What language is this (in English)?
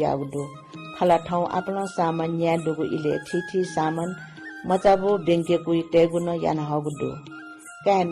Newari